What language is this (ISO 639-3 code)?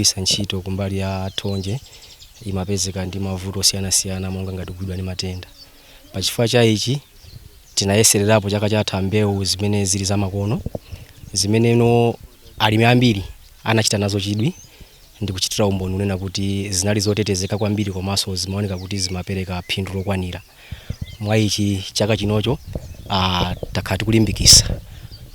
nya